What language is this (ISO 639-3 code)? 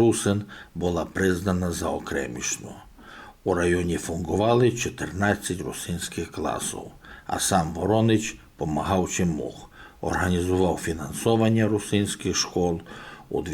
rue